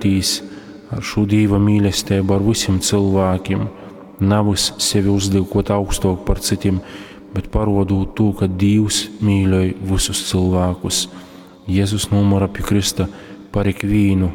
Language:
Latgalian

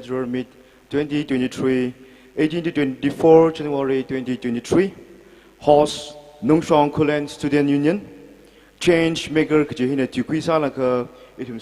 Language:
Tangkhul Naga (India)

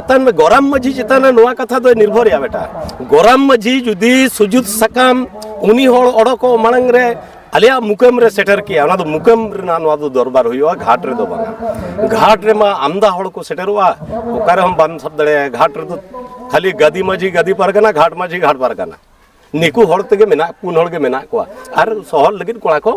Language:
Santali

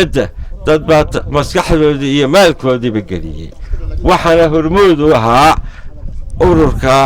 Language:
Somali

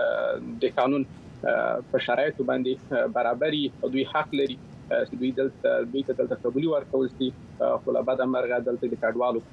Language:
Pashto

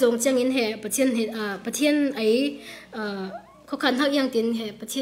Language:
Falam Chin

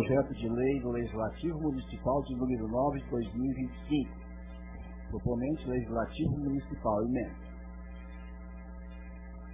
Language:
Portuguese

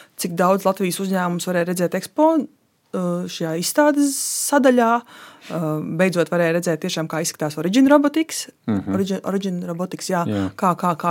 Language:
Latvian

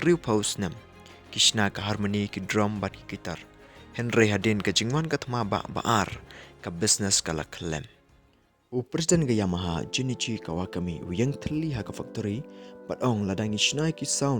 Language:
Khasi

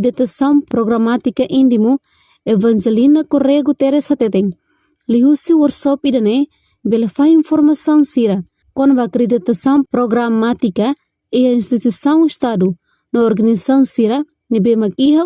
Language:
Tetum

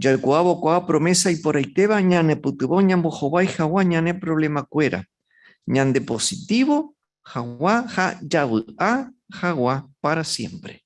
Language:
Guarani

